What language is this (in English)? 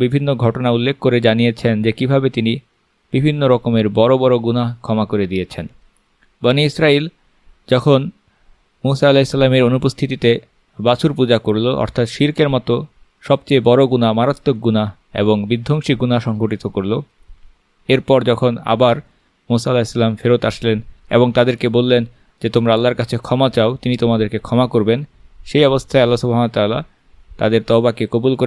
Bangla